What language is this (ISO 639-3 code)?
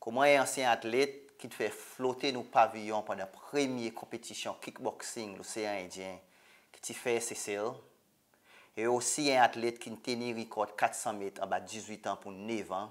crs